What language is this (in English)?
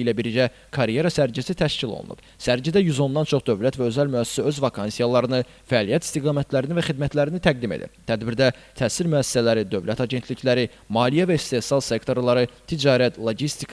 Azerbaijani